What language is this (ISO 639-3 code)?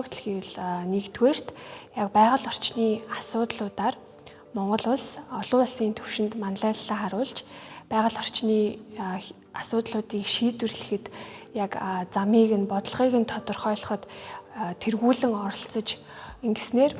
mon